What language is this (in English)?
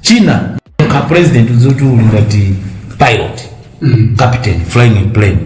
Nyanja